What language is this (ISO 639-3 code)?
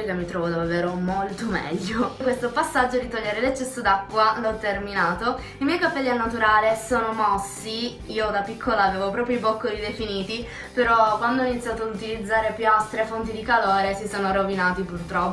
ita